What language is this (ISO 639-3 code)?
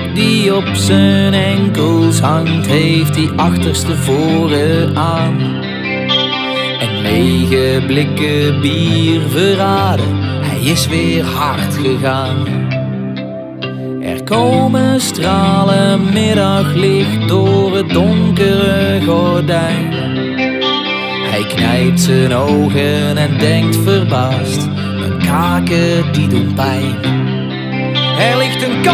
nld